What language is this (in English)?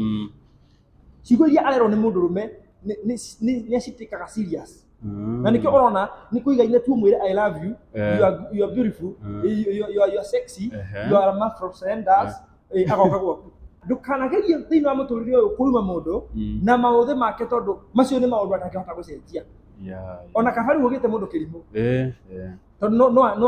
Kikuyu